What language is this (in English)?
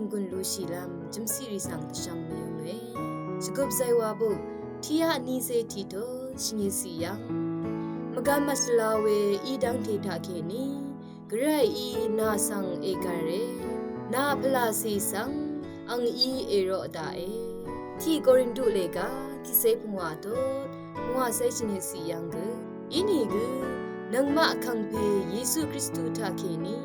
Rawang